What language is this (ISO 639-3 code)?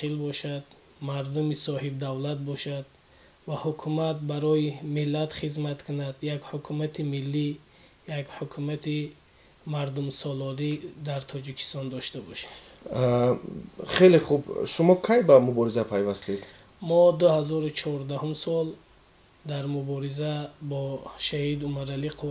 tgk